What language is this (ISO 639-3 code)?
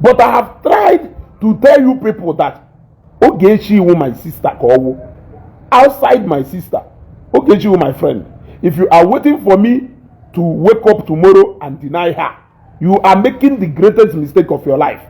ibo